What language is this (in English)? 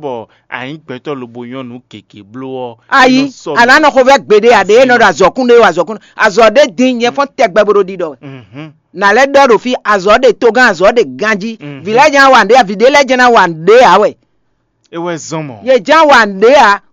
Fon